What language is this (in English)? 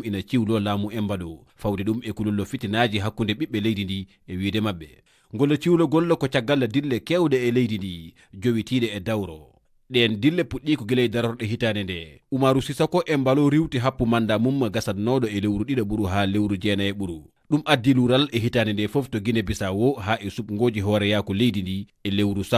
Fula